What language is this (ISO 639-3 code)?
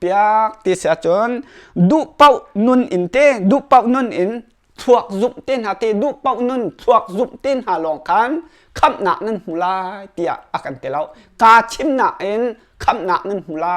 cnh